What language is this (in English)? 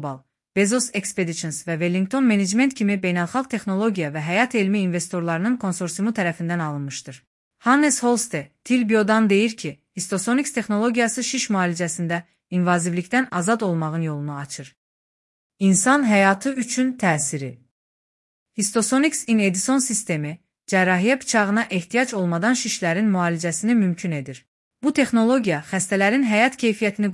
Azerbaijani